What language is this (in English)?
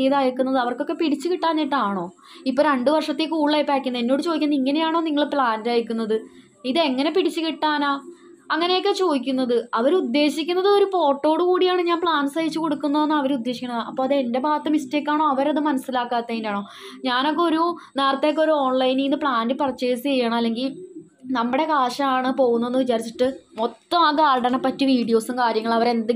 Malayalam